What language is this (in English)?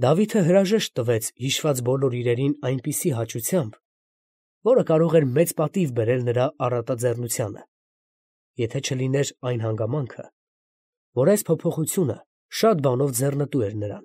Armenian